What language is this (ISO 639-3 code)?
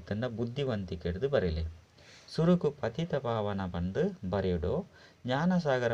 tcy